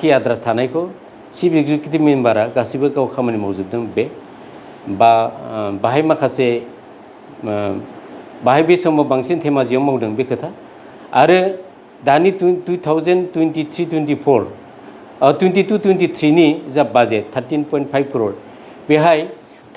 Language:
Bodo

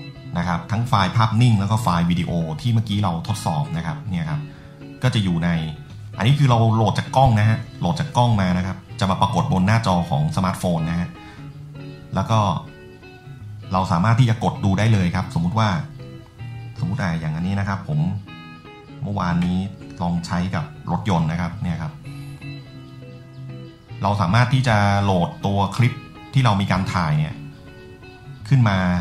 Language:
Thai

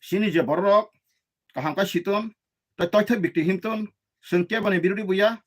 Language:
Kok Borok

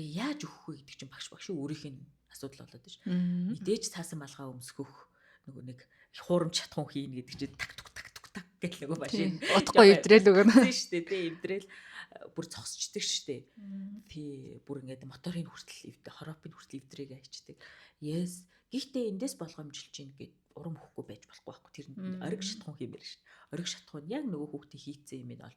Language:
Mongolian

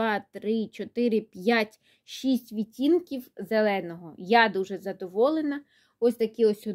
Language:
Ukrainian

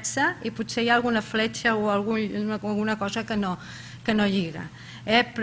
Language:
Catalan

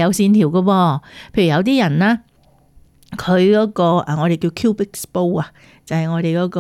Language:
Cantonese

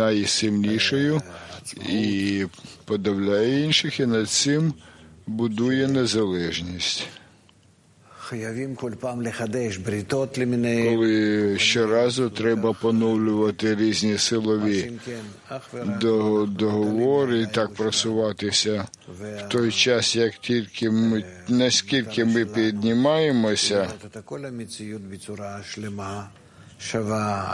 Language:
Ukrainian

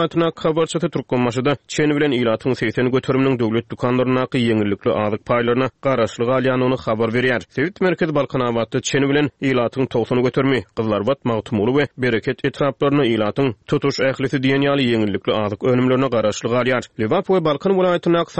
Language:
Turkmen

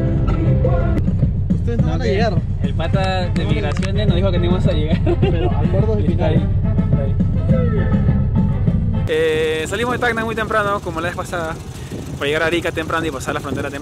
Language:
Spanish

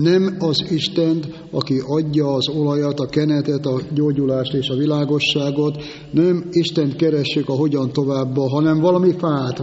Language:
Hungarian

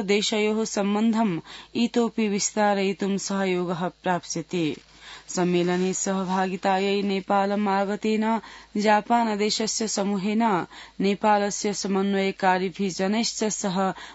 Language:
Sanskrit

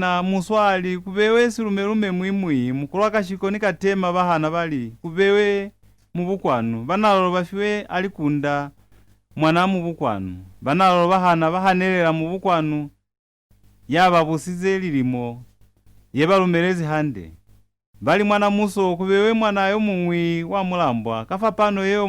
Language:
Lozi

